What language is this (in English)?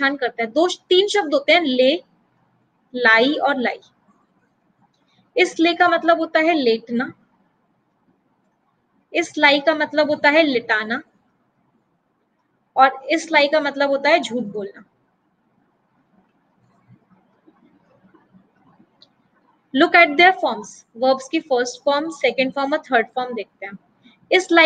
Hindi